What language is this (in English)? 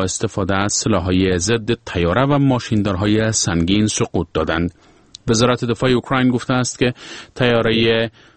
Persian